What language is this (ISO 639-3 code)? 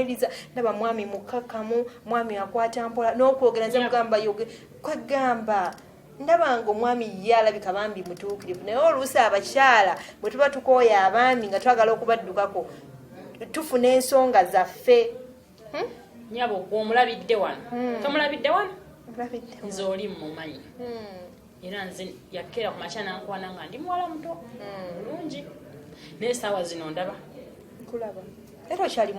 lug